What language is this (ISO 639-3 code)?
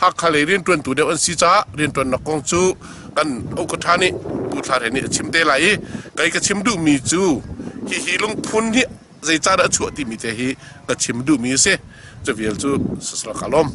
cnh